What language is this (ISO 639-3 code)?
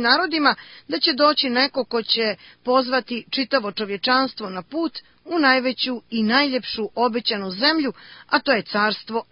srp